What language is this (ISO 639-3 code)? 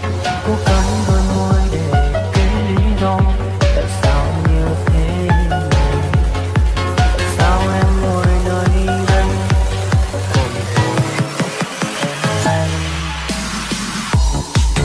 vie